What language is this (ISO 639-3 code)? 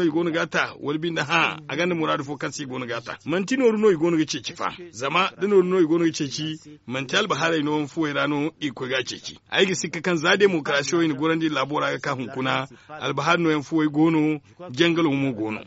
dje